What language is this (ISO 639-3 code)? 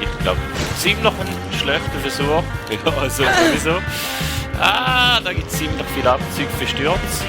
gsw